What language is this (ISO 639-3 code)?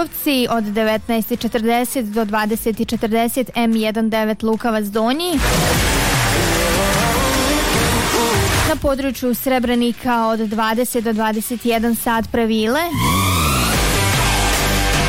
bos